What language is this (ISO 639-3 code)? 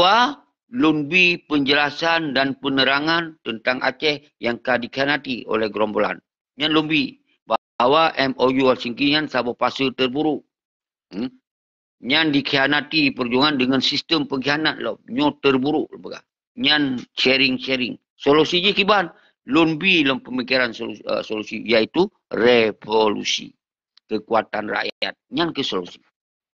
ace